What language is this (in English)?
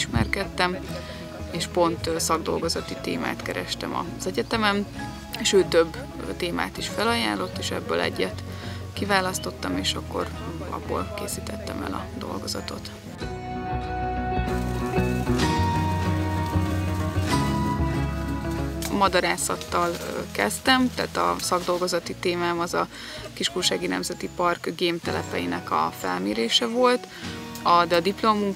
Hungarian